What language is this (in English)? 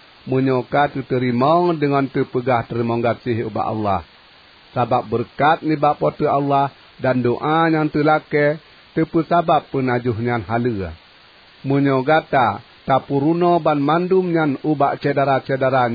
Achinese